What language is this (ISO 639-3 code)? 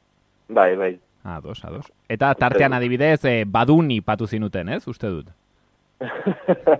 eus